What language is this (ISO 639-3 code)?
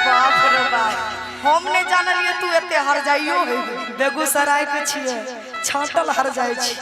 mai